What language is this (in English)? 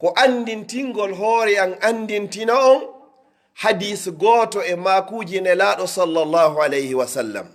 Pular